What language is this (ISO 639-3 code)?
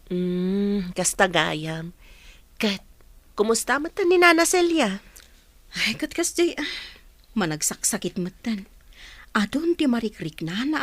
ilo